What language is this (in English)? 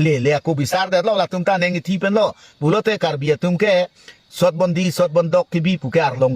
Karbi